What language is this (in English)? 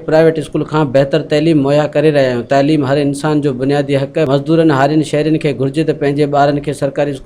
Sindhi